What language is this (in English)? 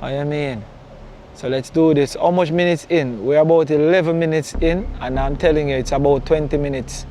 Jamaican Creole English